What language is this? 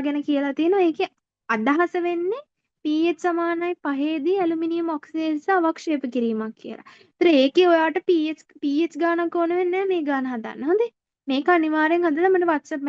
Sinhala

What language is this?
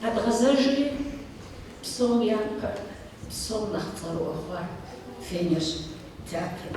Kabardian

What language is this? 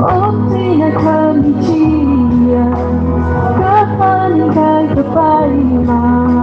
Tangkhul Naga (India)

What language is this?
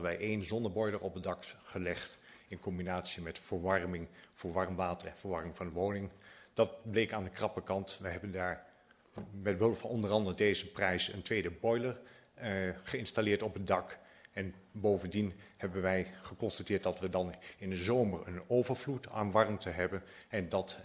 Dutch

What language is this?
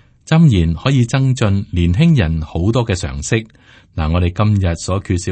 Cantonese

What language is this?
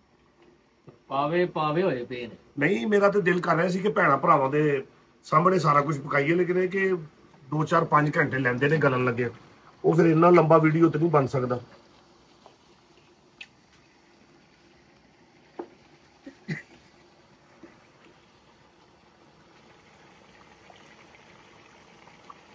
Punjabi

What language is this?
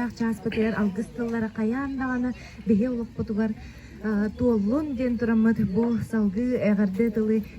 Yakut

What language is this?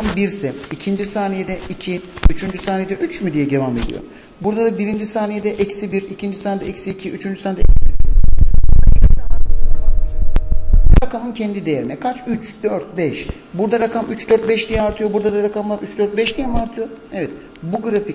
Turkish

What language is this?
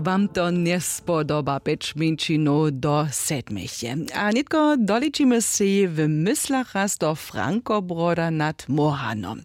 Upper Sorbian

